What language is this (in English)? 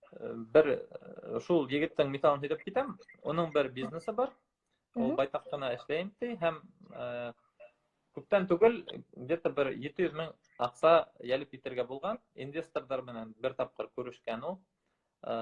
Bashkir